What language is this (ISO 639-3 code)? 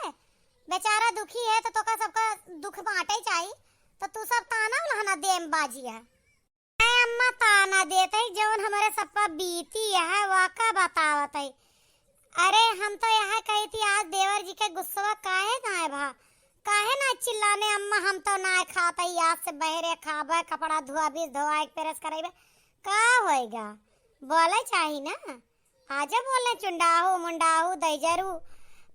awa